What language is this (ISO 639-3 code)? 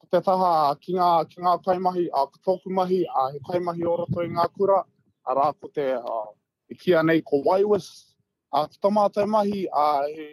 mri